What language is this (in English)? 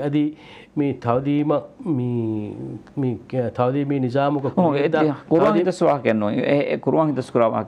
Divehi